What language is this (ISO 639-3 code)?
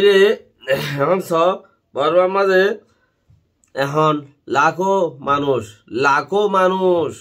rhg